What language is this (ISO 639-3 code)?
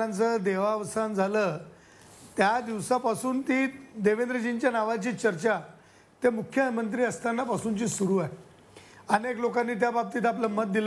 mar